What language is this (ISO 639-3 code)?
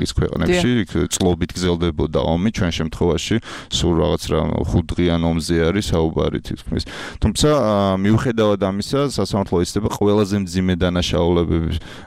kat